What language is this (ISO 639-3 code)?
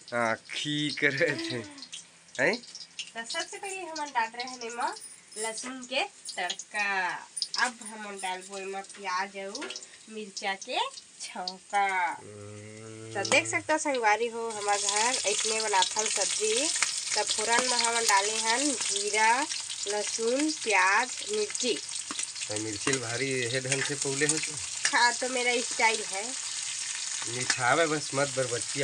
hne